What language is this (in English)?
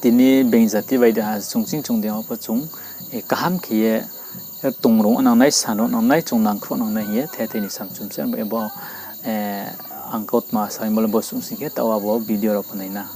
Riang (India)